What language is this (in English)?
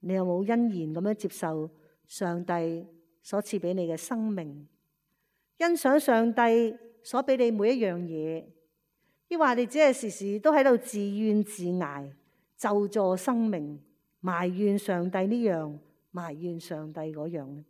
Cantonese